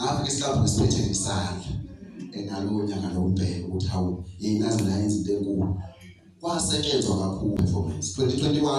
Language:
Zulu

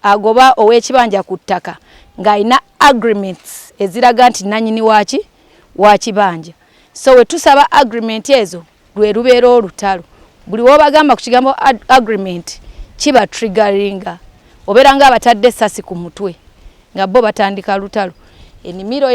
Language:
Ganda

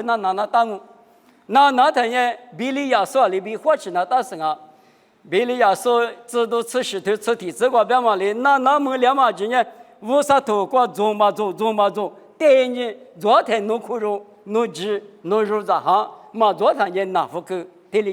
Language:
Lisu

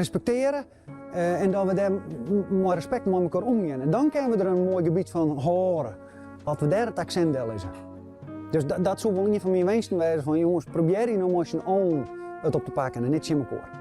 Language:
Western Frisian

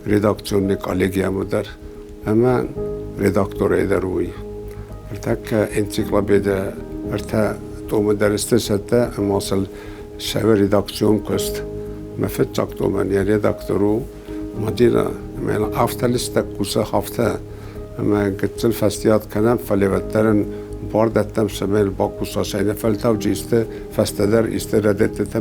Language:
Ossetic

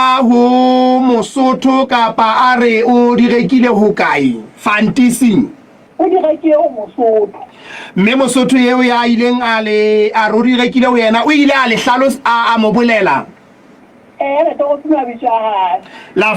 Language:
Southern Sotho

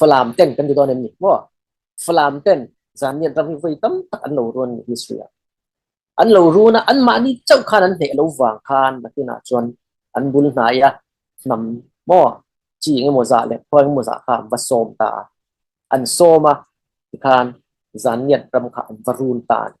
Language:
Falam Chin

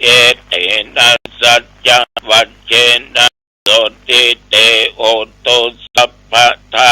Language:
Pali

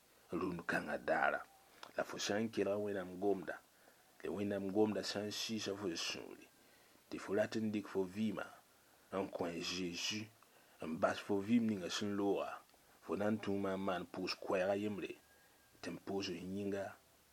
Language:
Mossi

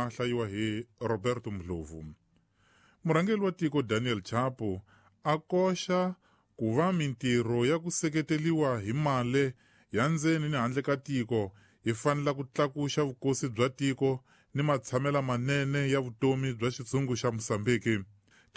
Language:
Tsonga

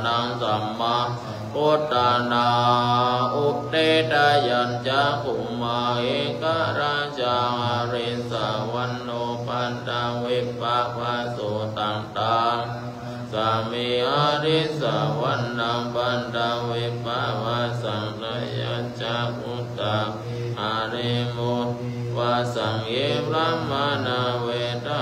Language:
Pali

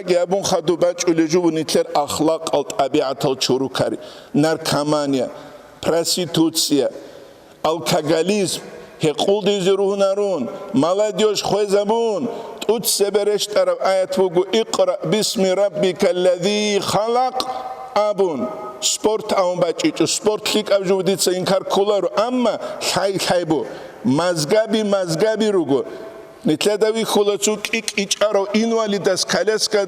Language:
Avaric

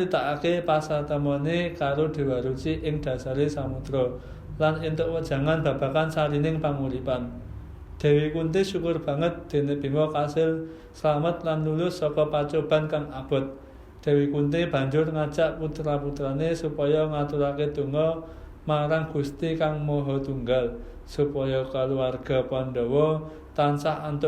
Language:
Javanese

